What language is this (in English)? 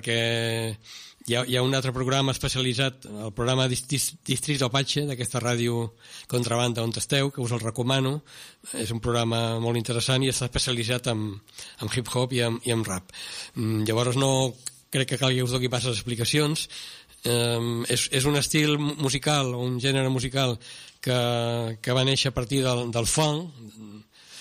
Catalan